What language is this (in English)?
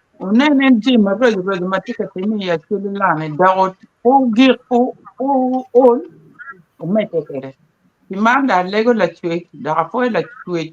Acoli